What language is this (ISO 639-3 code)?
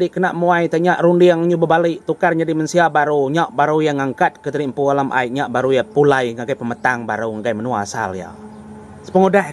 iba